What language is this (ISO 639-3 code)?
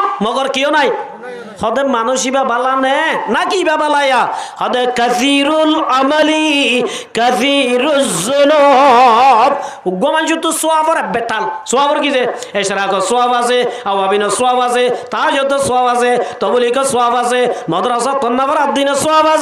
rhg